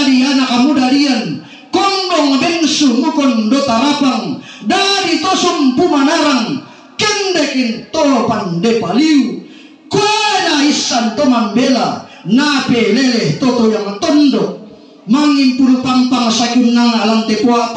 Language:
Toraja-Sa'dan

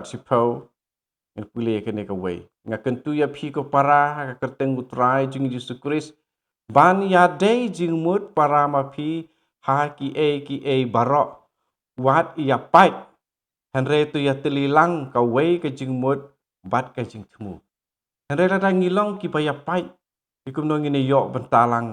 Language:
Khasi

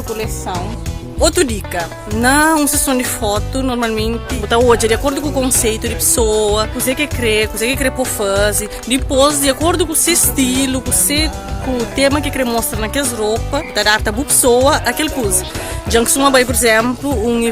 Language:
Kabuverdianu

